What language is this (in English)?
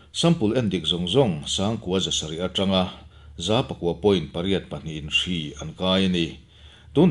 Mizo